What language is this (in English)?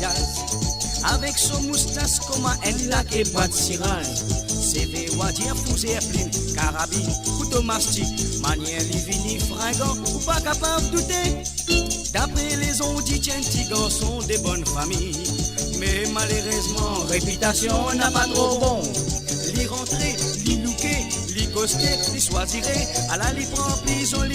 Morisyen